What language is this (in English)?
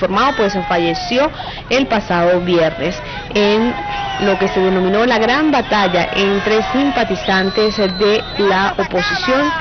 Spanish